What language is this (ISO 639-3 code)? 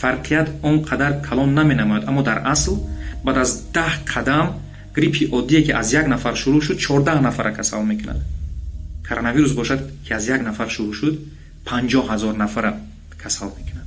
tgk